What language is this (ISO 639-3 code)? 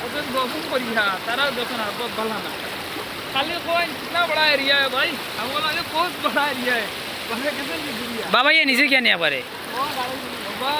syl